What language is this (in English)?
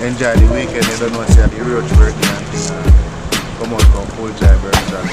Jamaican Creole English